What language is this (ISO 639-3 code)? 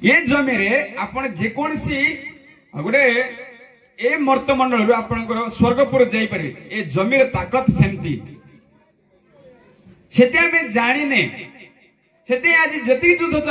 ori